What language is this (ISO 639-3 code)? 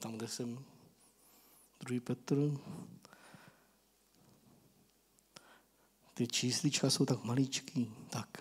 ces